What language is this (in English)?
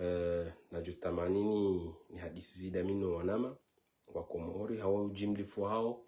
Ngazidja Comorian